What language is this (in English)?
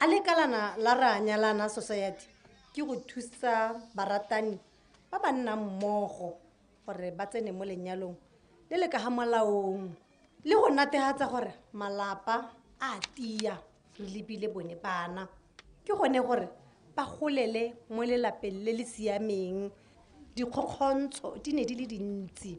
Tswana